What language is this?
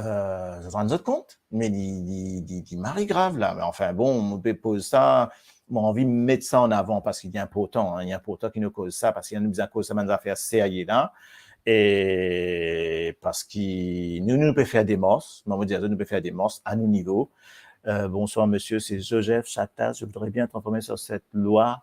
Morisyen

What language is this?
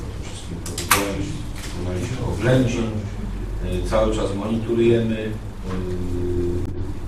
Polish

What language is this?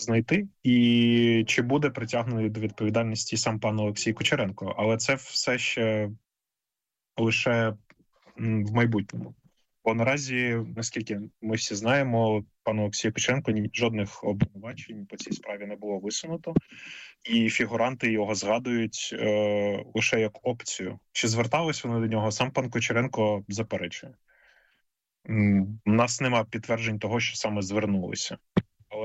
Ukrainian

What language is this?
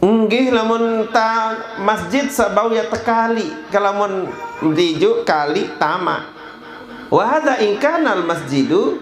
Sasak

